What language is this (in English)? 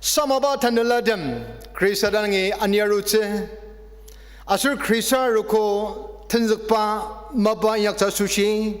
Ao Naga